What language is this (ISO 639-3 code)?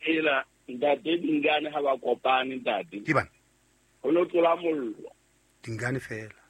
sot